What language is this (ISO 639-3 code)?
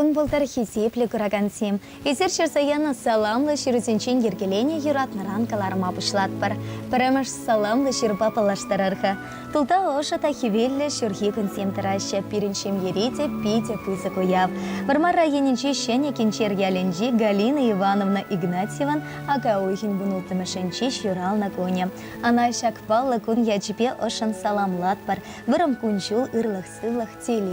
chv